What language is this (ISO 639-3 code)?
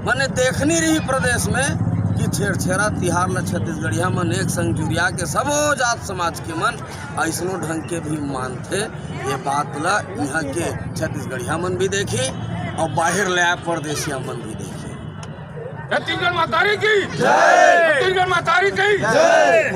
hne